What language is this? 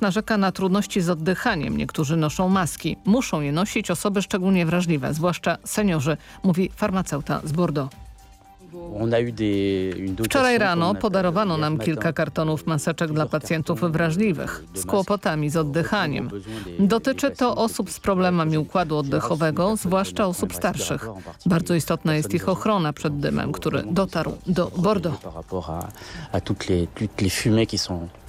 Polish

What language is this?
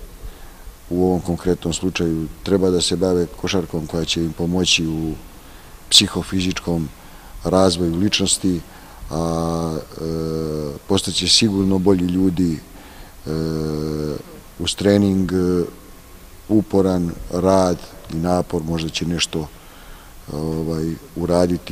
Serbian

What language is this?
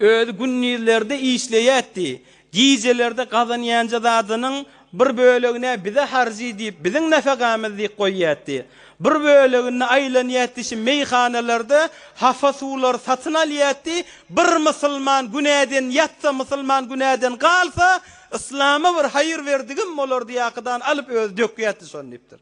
Turkmen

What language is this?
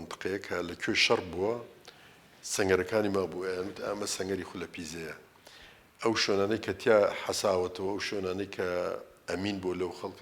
Central Kurdish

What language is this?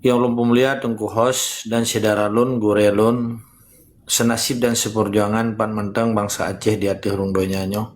Achinese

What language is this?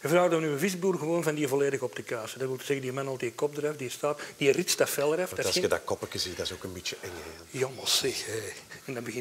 Dutch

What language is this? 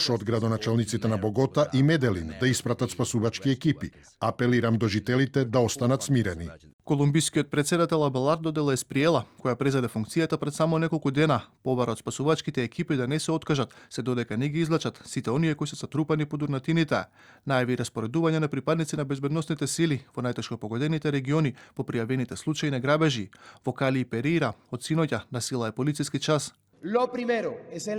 Macedonian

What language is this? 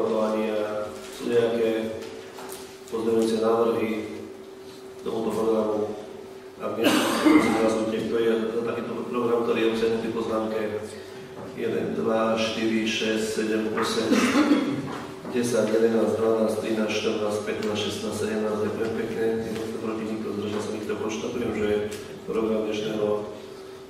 Slovak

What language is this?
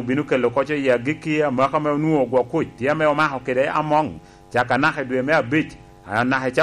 Lango (Uganda)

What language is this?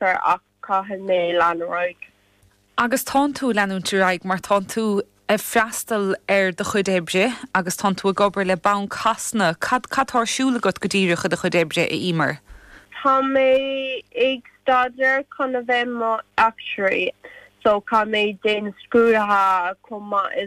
Irish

